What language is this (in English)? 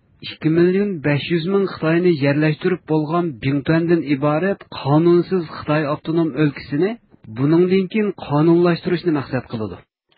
Uyghur